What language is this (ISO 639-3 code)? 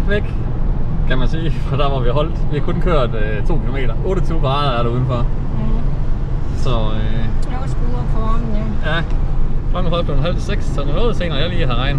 dan